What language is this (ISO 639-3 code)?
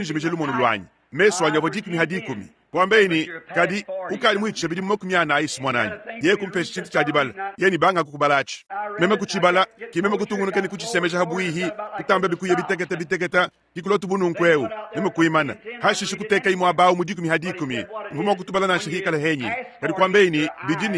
lua